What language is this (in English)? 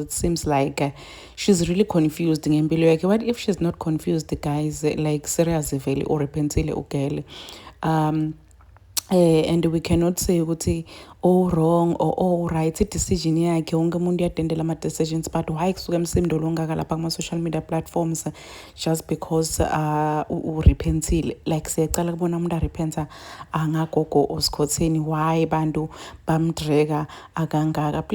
Zulu